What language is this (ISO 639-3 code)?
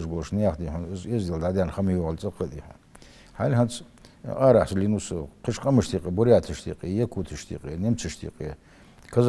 inh